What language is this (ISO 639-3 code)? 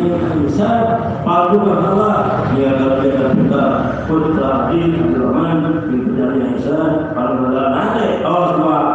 sun